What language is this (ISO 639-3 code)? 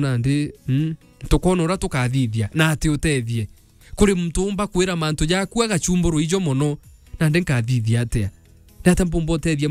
mer